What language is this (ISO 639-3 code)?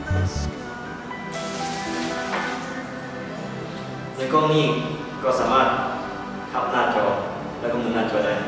lao